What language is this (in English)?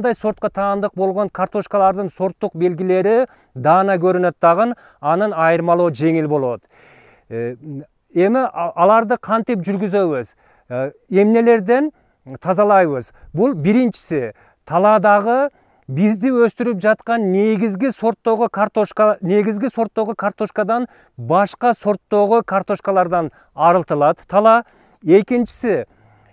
Kyrgyz